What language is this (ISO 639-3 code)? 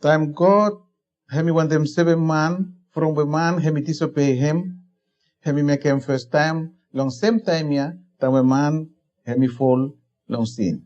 bis